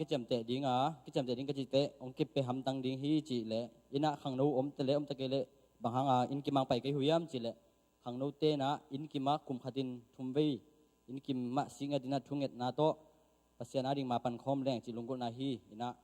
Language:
Tedim Chin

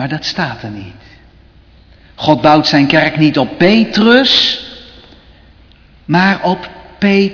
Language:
Dutch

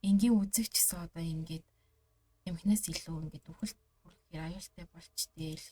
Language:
Mongolian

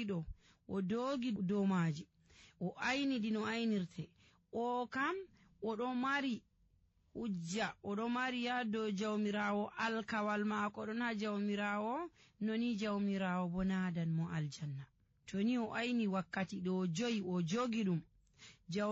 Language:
Nigerian Fulfulde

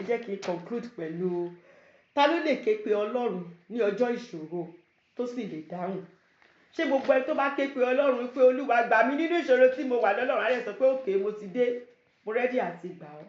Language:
Yoruba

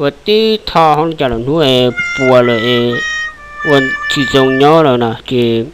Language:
Hmong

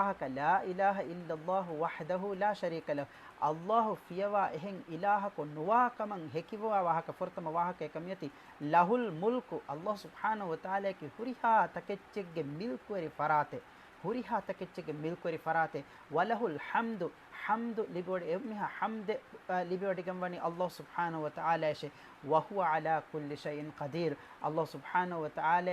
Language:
Divehi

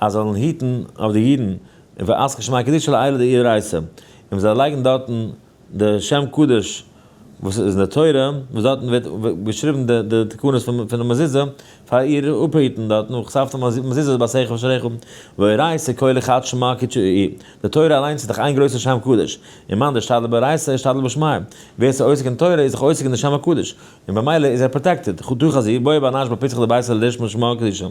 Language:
Yiddish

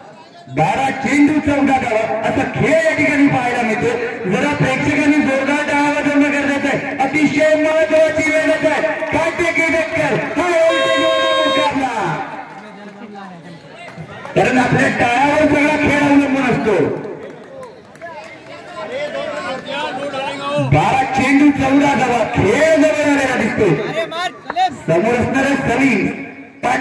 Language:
Marathi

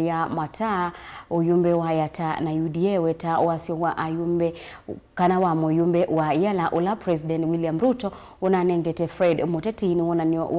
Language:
Kamba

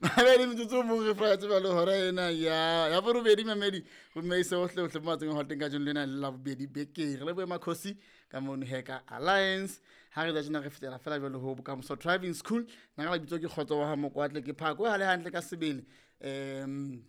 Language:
Southern Sotho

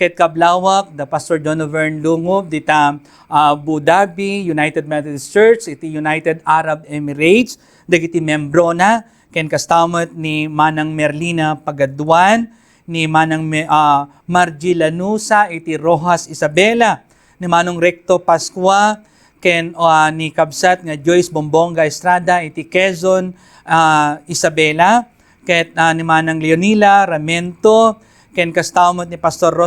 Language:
Iloko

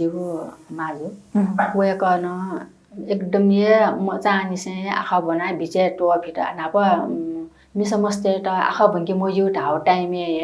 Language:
Newari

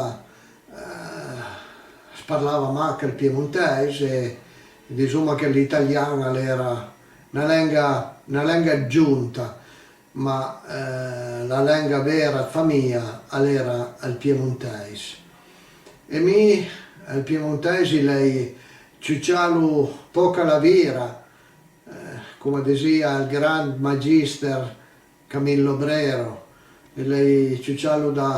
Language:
Piedmontese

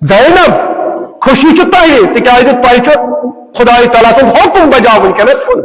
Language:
Kashmiri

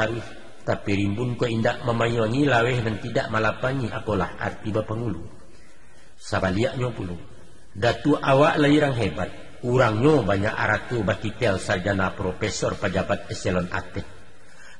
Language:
Minangkabau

